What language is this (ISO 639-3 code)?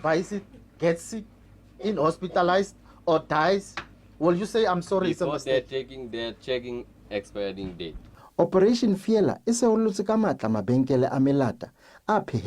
tsn